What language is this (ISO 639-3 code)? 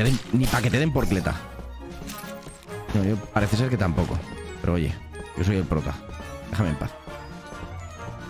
spa